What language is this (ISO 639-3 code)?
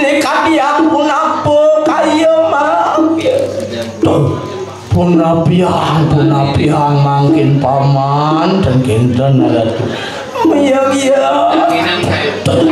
ban